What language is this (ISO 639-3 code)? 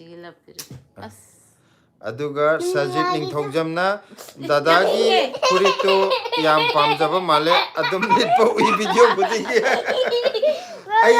mni